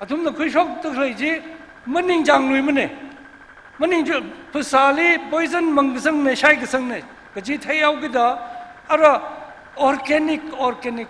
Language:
Tangkhul Naga (India)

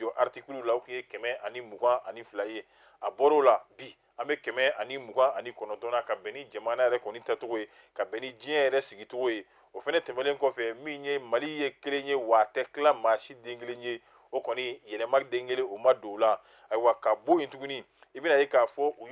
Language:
Bambara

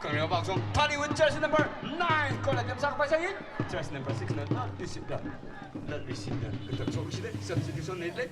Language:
Tangkhul Naga (India)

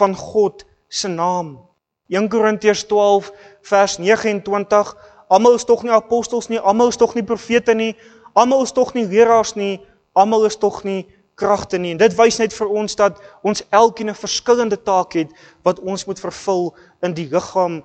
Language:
Afrikaans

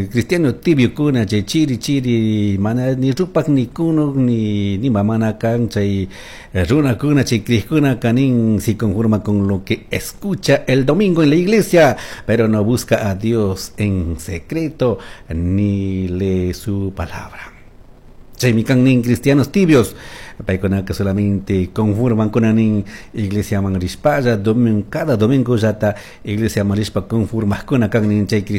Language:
Chimborazo Highland Quichua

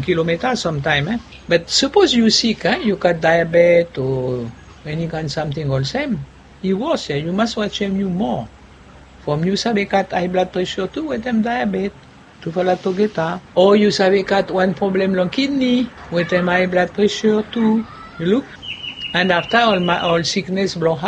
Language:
Bislama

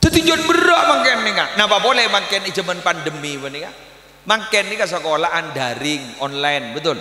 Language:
Madurese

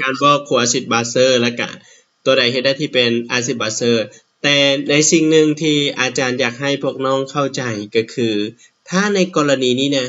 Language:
Lao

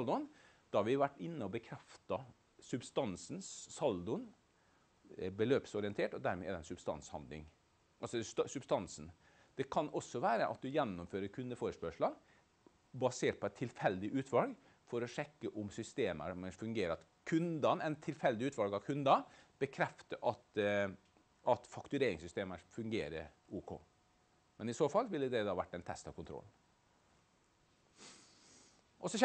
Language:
Norwegian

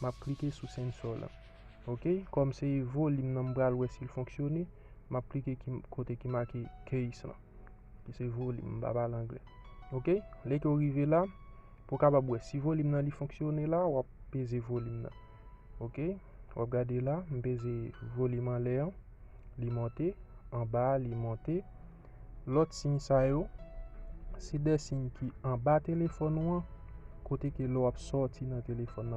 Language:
Haitian Creole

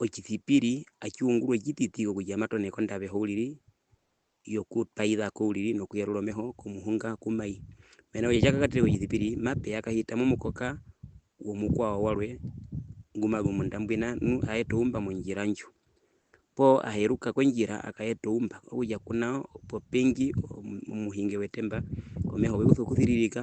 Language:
Herero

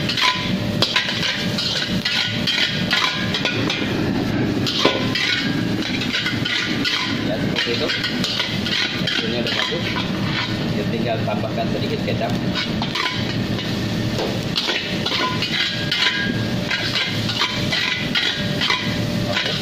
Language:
Indonesian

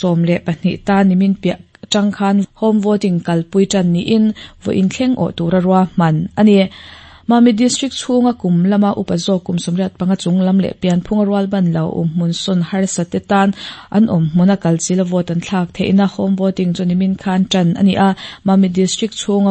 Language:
Mizo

